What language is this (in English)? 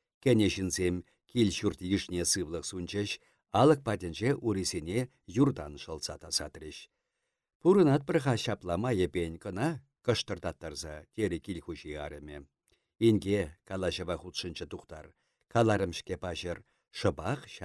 Chuvash